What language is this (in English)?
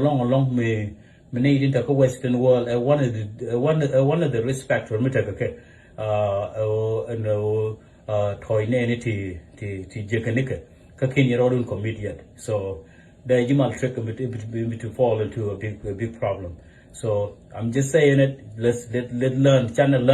Nuer